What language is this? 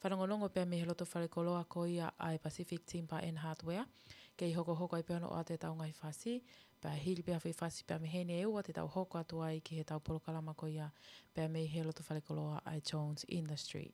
Tongan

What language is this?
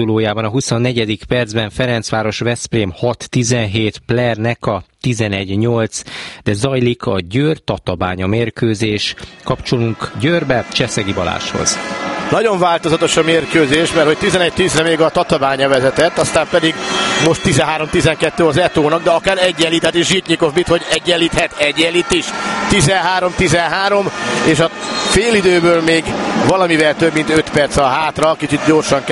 Hungarian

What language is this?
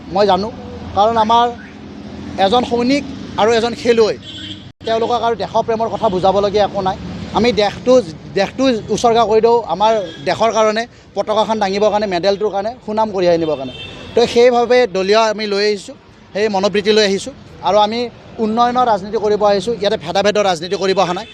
Assamese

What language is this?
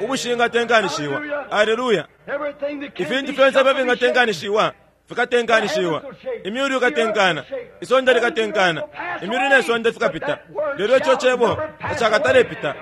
Bemba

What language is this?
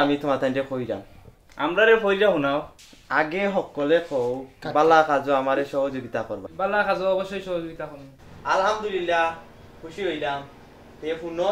Sylheti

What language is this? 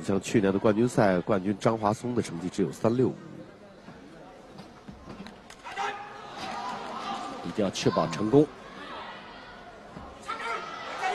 Chinese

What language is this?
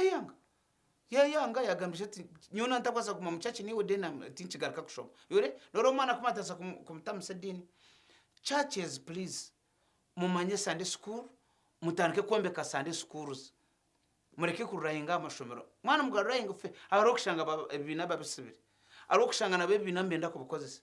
Nyankole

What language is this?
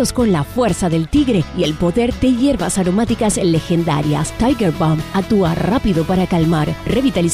Spanish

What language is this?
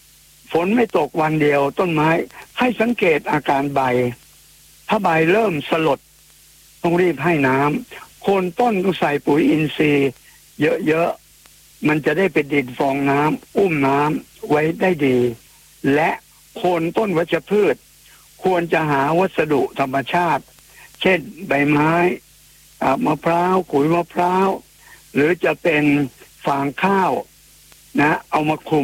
Thai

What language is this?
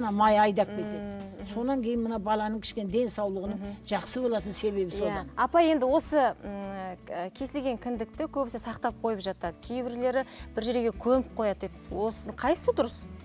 Kazakh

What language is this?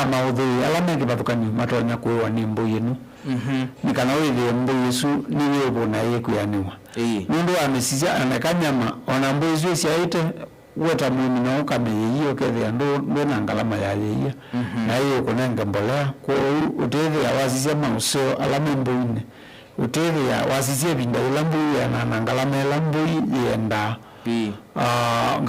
Kamba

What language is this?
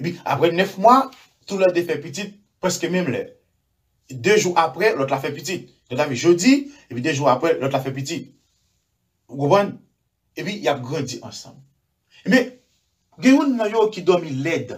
Haitian Creole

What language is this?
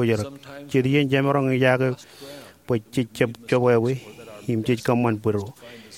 Marshallese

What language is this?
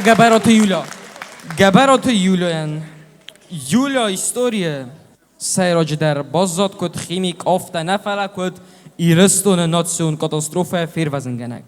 Ossetic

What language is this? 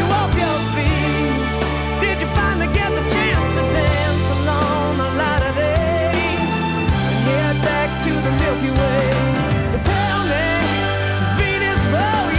English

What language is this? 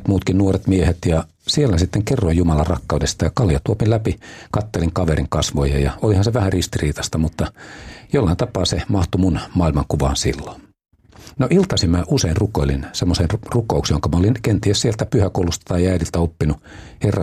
Finnish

